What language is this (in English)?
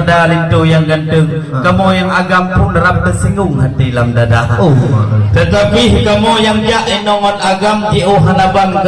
Achinese